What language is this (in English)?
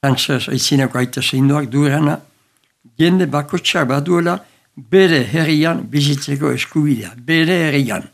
Basque